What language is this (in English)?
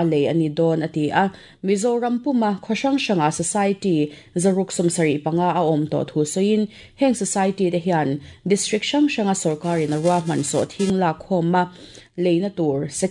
Mizo